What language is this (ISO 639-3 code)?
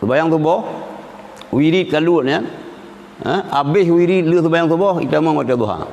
ace